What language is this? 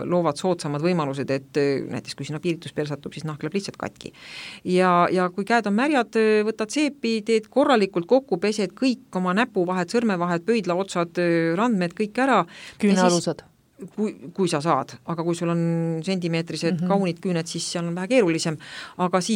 Estonian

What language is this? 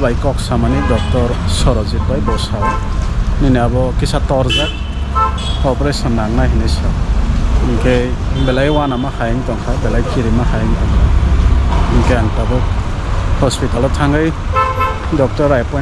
Kok Borok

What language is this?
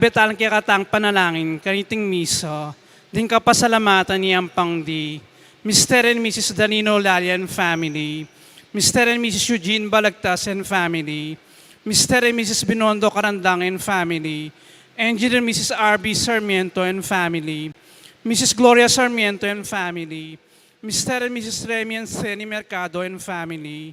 Pampanga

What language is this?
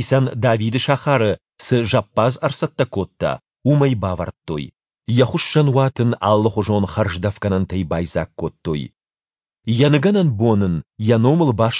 Ossetic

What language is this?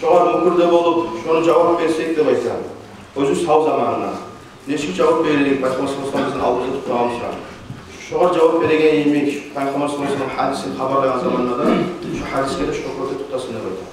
Kumyk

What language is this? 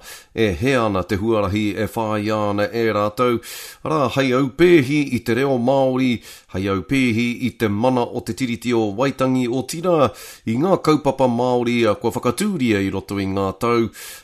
Māori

